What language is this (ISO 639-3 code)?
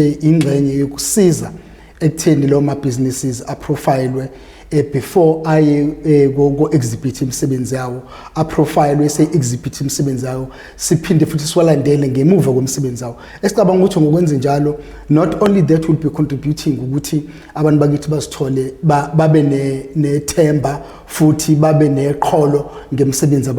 zul